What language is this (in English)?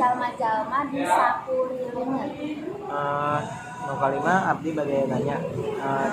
Sundanese